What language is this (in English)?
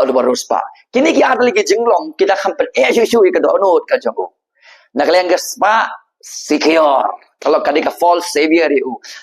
Khasi